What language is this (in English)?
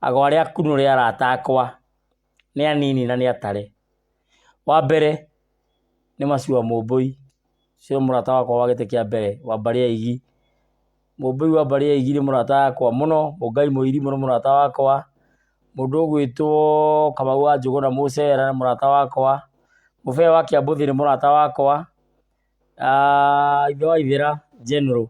Kikuyu